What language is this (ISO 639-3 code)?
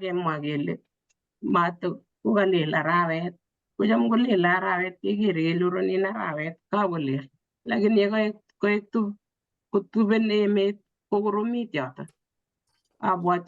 kln